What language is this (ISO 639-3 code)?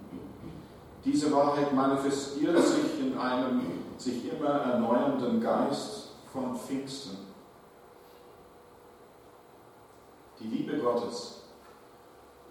deu